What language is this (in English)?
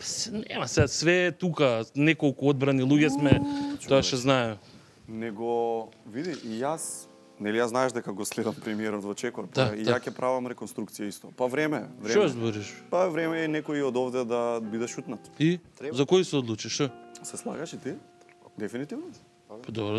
Macedonian